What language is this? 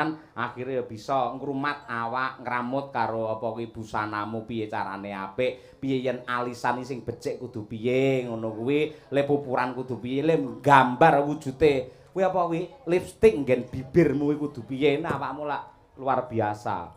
Javanese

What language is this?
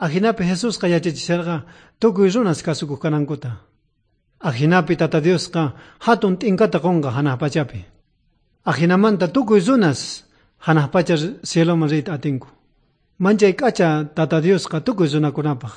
South Bolivian Quechua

